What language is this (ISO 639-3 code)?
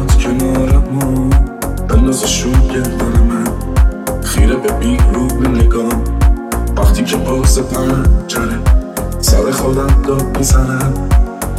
fas